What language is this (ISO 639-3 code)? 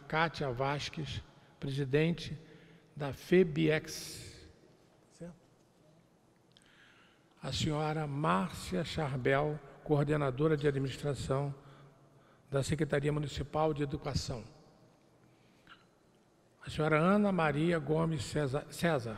por